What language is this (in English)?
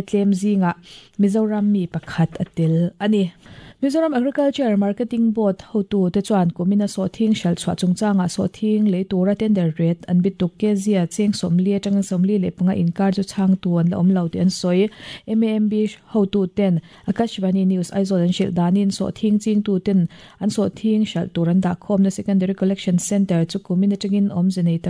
Mizo